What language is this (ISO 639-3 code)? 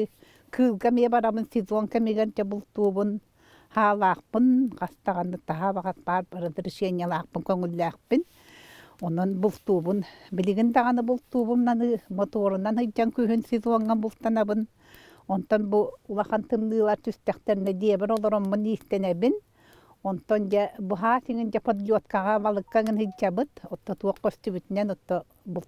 sah